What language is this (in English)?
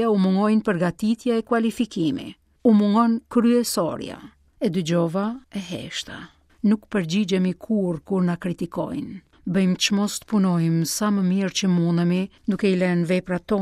Albanian